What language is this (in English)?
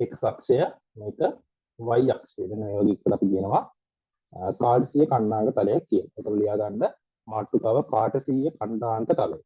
Sinhala